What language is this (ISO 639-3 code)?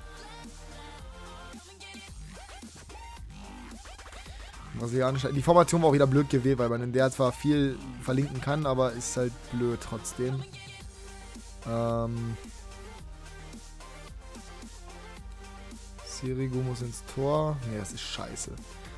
deu